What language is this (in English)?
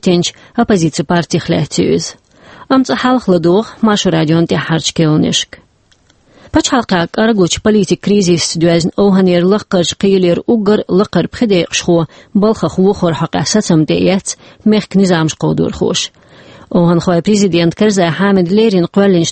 Chechen